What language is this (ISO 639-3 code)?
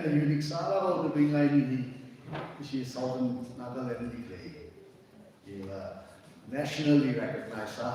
nmf